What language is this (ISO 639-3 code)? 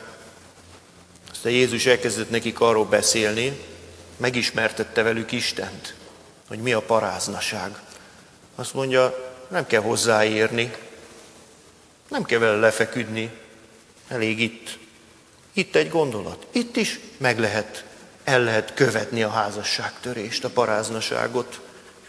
hun